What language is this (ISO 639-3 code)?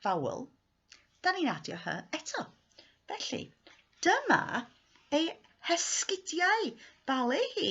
cym